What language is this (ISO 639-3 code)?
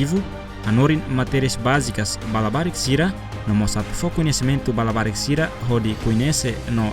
tet